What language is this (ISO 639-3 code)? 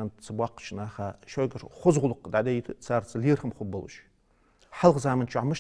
inh